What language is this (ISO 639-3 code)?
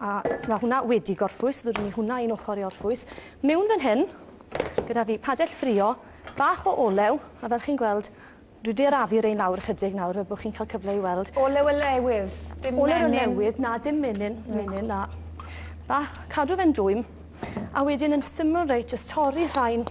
cym